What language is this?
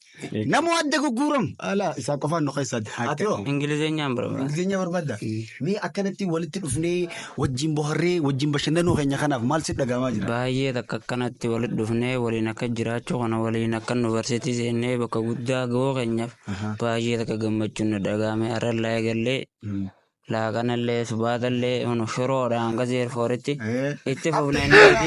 Oromo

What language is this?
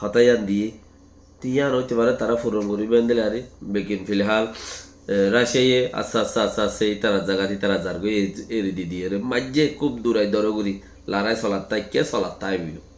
Rohingya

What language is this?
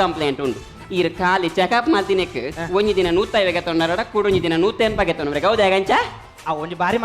Tulu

